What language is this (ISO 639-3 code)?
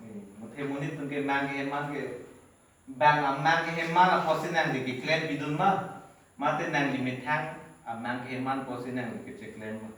mjw